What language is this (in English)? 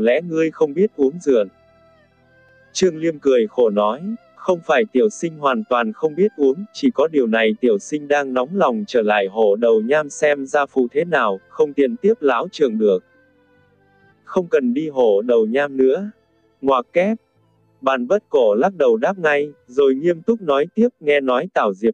Vietnamese